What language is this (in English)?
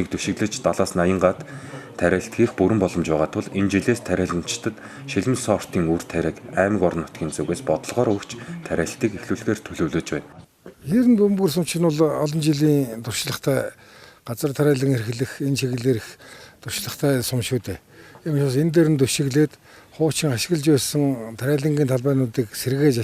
Mongolian